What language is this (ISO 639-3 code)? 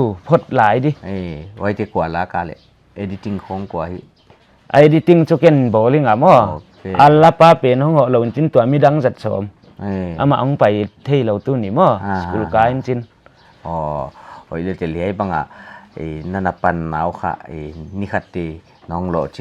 pck